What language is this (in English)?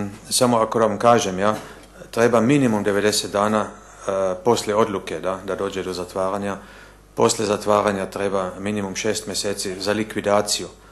Bosnian